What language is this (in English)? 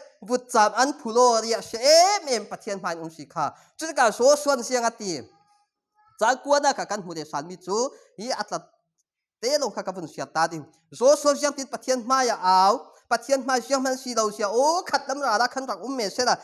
Falam Chin